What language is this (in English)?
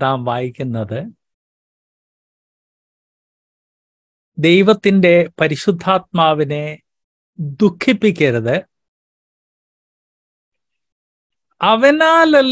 Malayalam